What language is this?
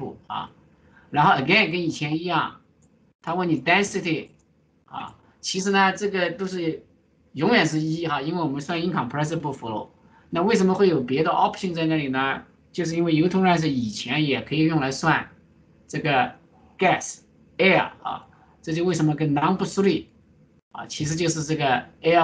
Chinese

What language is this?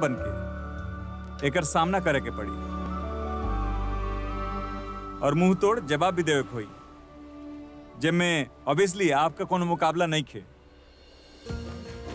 Bhojpuri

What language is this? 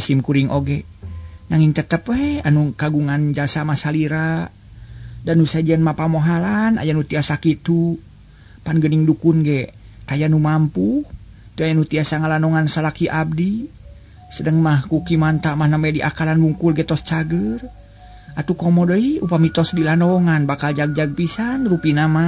Sundanese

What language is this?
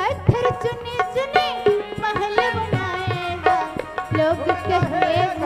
Chhattisgarhi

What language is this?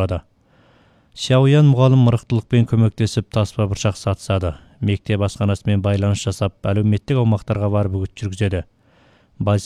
Kazakh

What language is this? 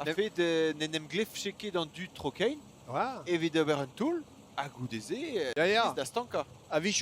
Breton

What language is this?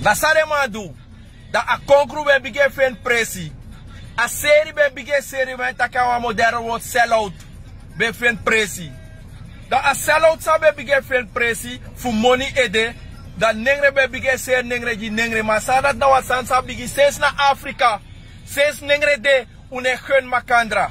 Sranan Tongo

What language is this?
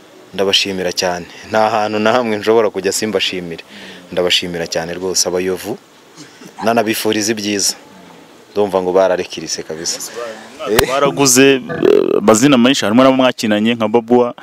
Kinyarwanda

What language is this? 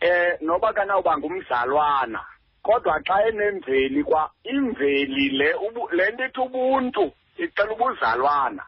Xhosa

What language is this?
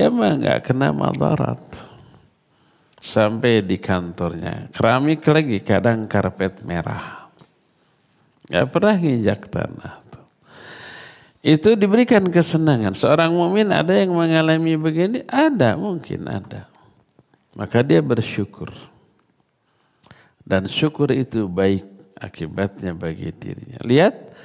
Indonesian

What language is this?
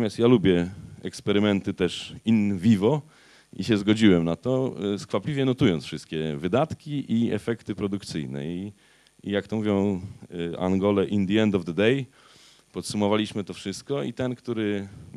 Polish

